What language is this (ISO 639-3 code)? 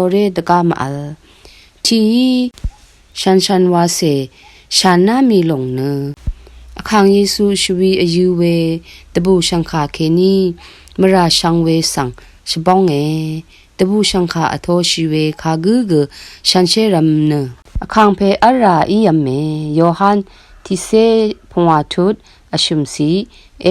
raw